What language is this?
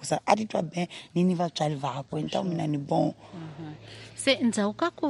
Tsonga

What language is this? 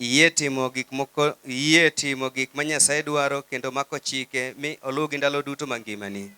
Luo (Kenya and Tanzania)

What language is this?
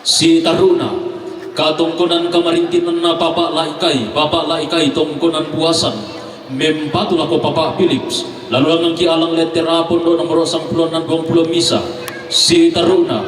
Toraja-Sa'dan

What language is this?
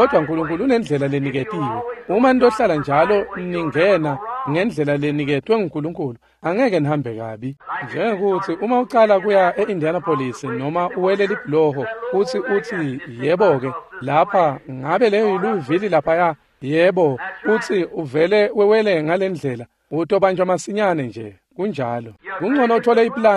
Swati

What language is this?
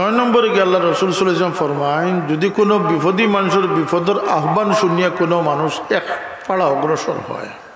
Sylheti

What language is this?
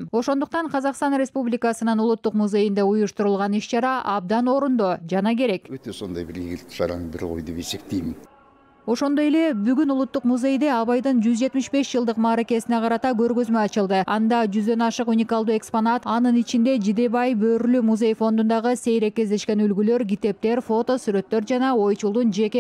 Kyrgyz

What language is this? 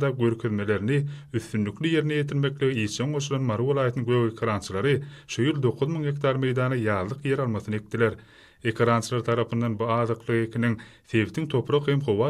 Turkmen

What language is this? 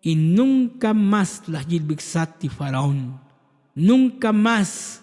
Tzotzil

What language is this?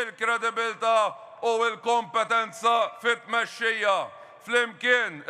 Maltese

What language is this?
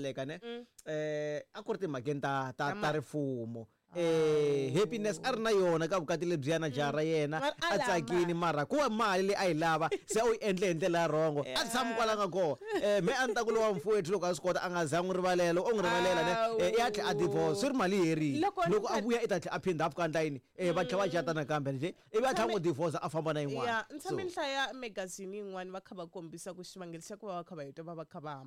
Tsonga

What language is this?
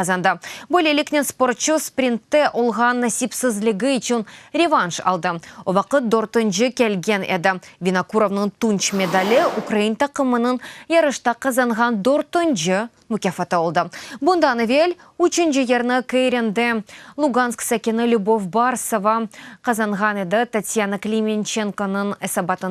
Crimean Tatar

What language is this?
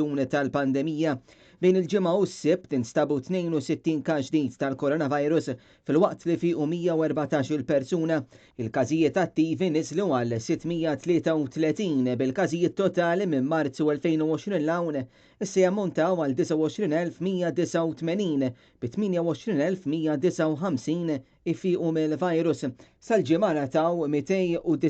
Maltese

